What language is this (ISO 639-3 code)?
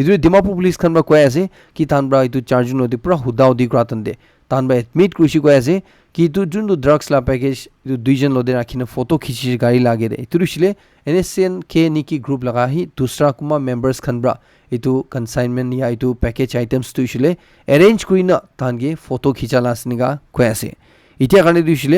nag